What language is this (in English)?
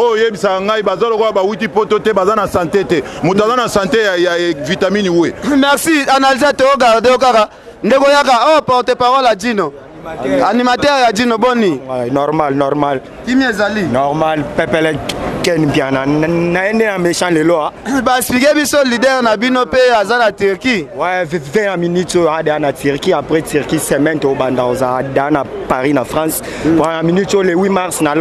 Lingala